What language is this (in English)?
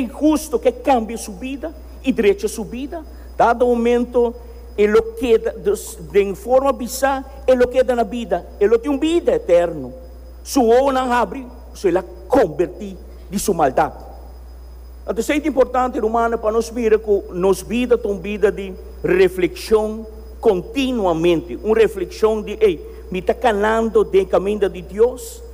Papiamento